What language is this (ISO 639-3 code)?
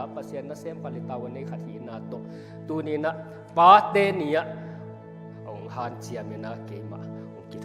ctd